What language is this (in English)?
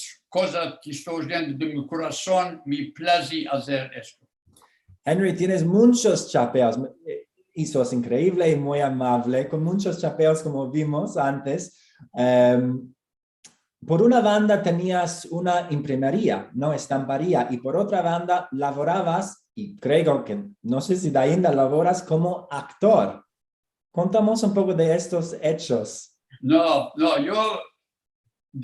Ladino